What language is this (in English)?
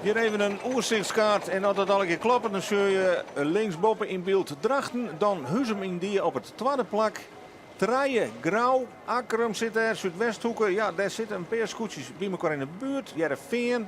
Western Frisian